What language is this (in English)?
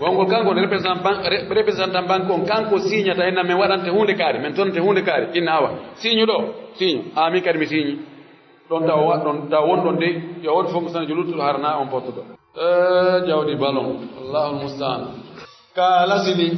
Pular